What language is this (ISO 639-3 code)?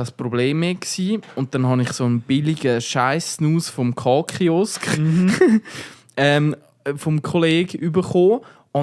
gsw